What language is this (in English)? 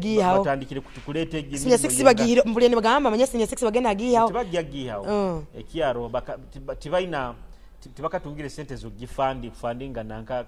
Nyoro